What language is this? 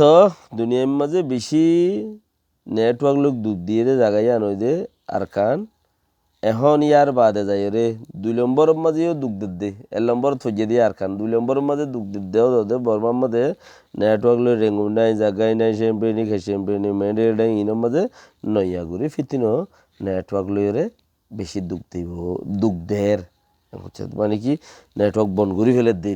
Rohingya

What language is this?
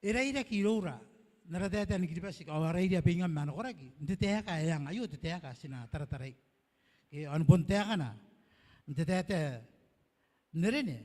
Gilbertese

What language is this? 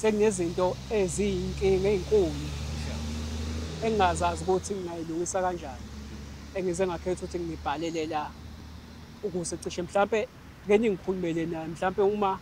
Zulu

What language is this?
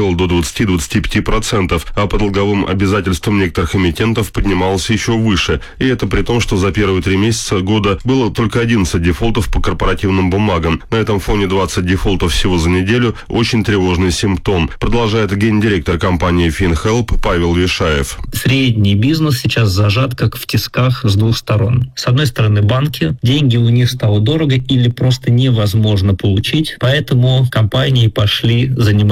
Russian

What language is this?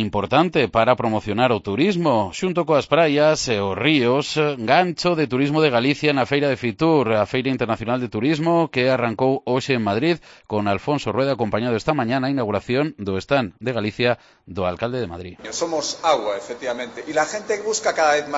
Galician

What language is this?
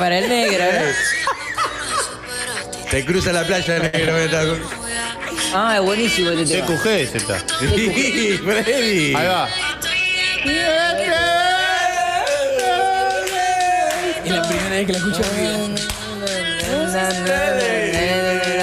Spanish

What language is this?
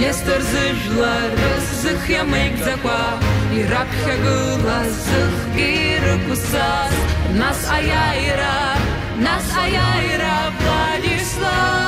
Abkhazian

